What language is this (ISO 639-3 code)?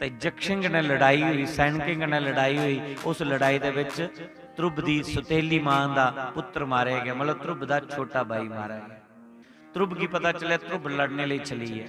doi